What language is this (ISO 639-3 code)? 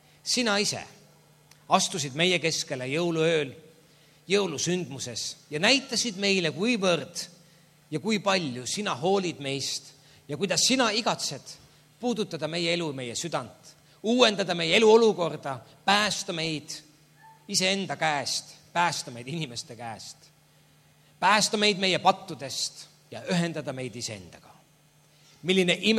est